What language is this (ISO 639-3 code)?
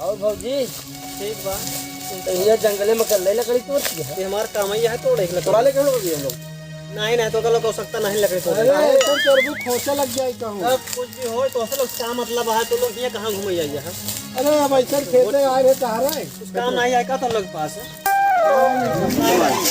awa